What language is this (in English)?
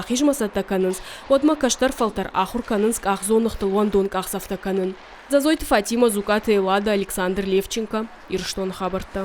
Ossetic